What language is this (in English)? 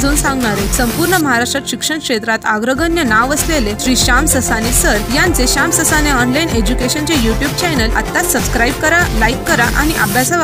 Marathi